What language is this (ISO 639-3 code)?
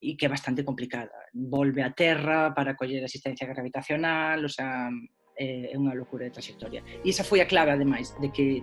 glg